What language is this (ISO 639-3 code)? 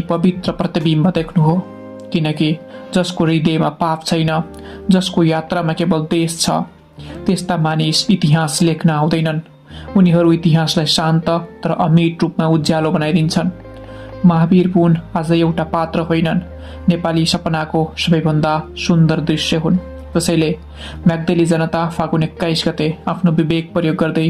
nep